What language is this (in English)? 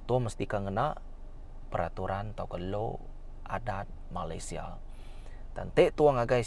Iban